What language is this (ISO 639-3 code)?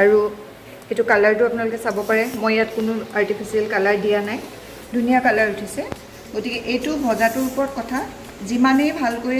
asm